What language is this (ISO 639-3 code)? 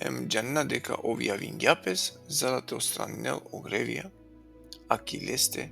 rmn